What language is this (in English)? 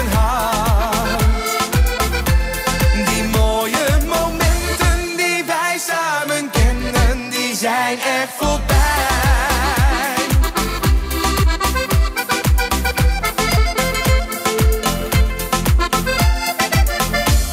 Dutch